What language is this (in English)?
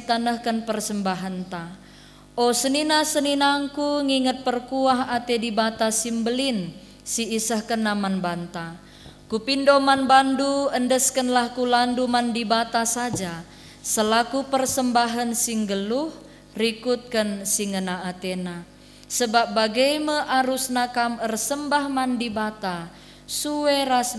Batak Karo